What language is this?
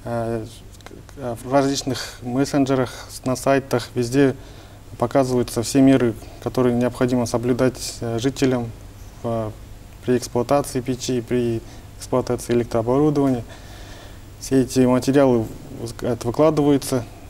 Russian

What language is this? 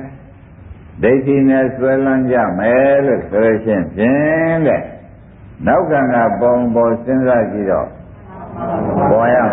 Burmese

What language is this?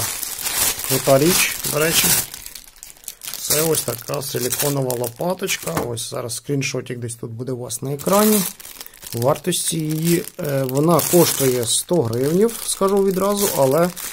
Ukrainian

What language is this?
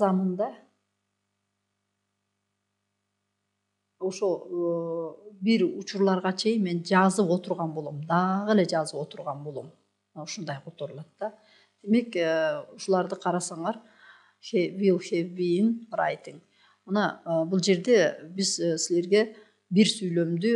Kyrgyz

